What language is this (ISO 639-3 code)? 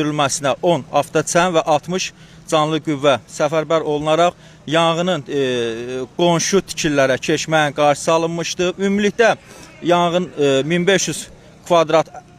aze